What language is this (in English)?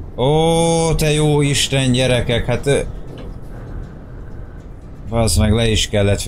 Hungarian